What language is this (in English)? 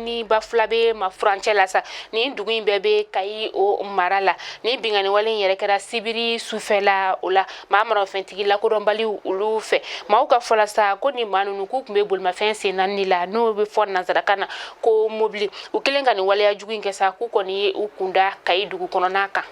Bambara